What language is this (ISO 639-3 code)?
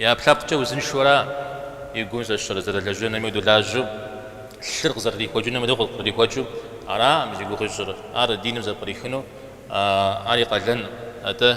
kbd